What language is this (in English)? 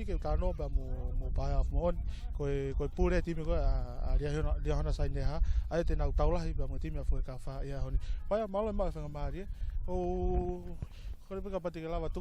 Tongan